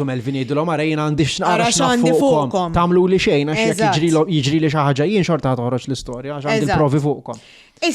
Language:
Maltese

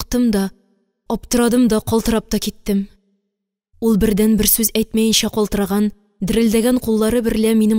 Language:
Tatar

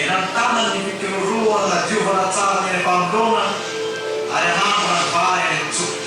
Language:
Malagasy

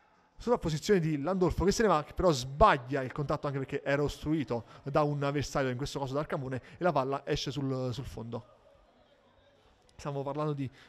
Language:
Italian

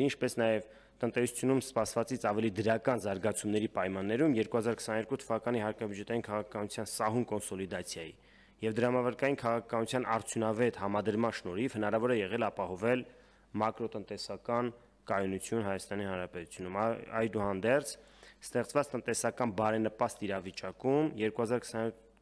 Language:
Armenian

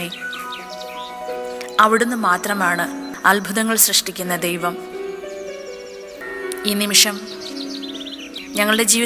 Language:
Malayalam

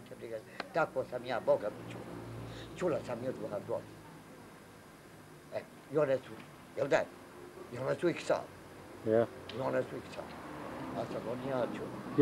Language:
Bosnian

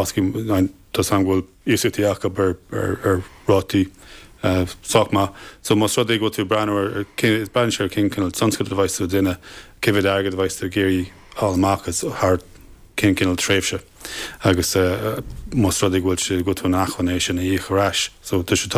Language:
Irish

